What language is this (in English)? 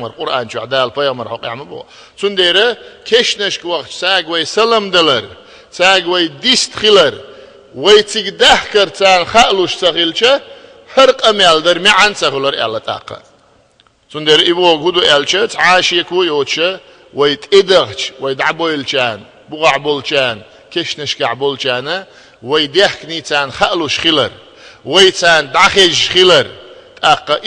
Chechen